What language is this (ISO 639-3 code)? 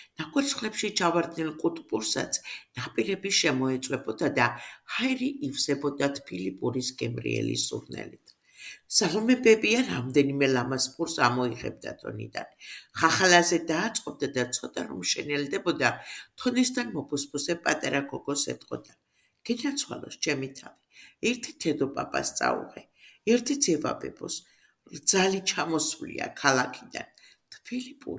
kat